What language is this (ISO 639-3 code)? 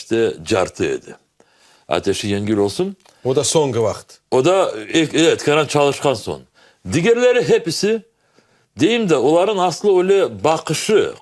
crh